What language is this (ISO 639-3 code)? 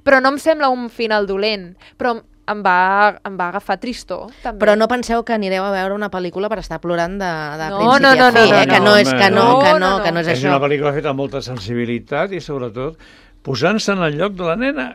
cat